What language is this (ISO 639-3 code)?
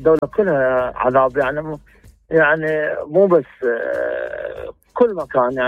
acm